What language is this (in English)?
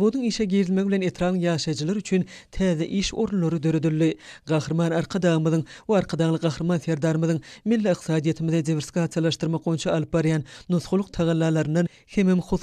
Turkmen